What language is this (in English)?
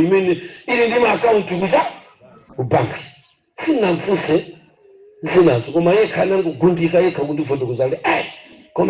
Nyanja